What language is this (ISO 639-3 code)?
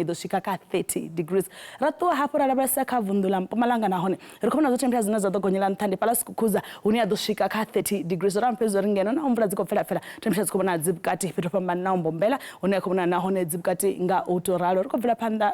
ven